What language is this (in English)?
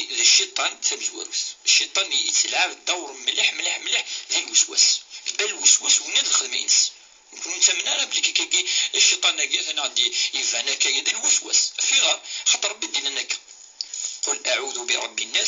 Kabyle